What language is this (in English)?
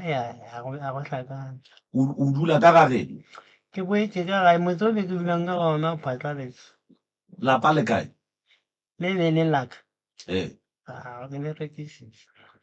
Northern Sotho